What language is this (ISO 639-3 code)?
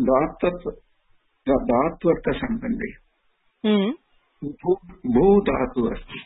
san